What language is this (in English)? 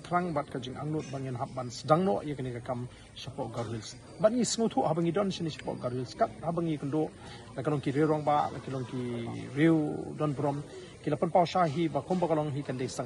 Khasi